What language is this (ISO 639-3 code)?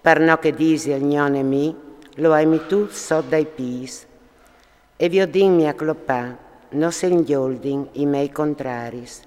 fur